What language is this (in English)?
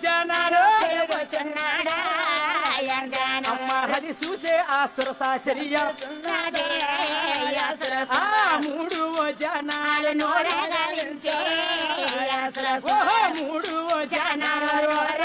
Telugu